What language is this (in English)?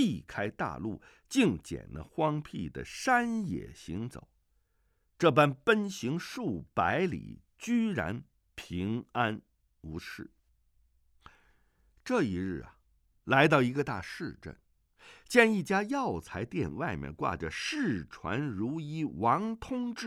Chinese